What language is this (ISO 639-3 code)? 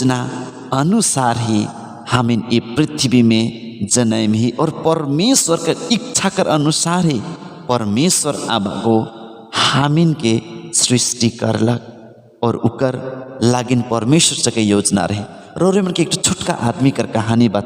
sck